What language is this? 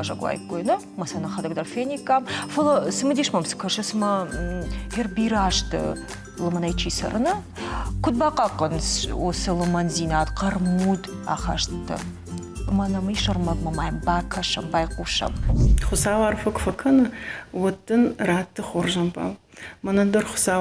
Ossetic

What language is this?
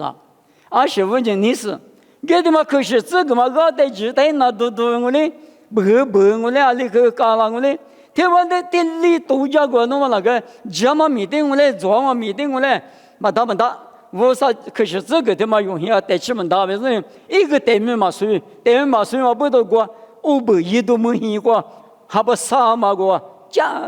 Lisu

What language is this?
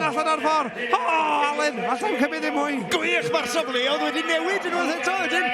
Welsh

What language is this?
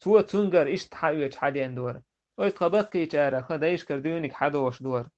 Chechen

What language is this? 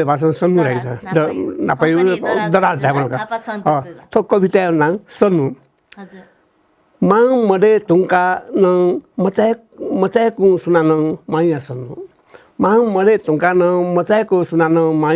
Newari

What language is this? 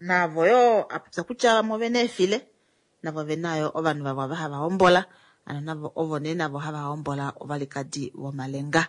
Kuanyama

